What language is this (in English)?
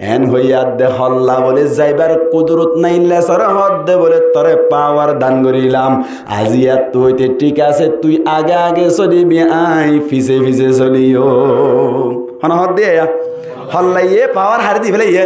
Rohingya